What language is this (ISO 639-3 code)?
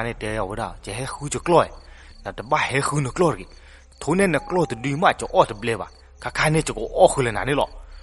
ksw